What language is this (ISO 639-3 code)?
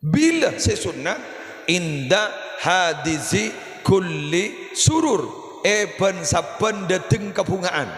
mad